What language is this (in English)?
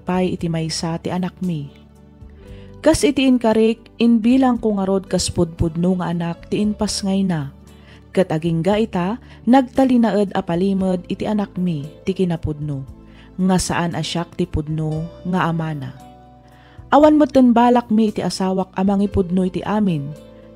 Iloko